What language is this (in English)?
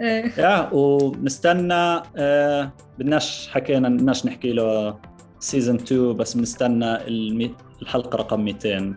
North Levantine Arabic